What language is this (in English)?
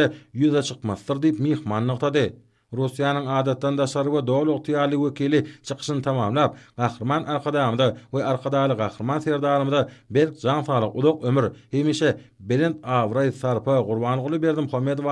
Turkmen